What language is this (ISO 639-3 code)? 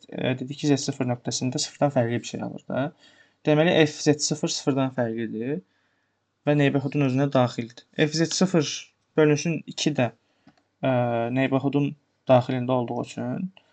aze